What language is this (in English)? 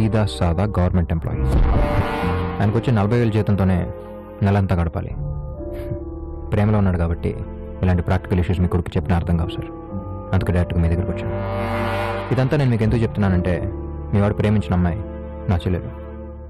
Telugu